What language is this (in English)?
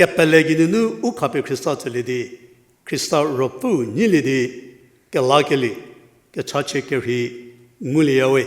Angami Naga